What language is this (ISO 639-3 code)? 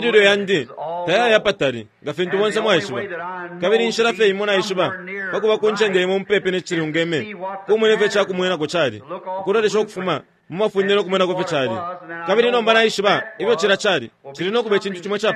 bem